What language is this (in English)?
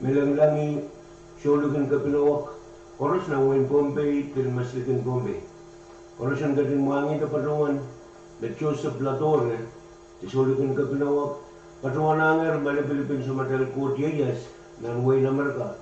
Pohnpeian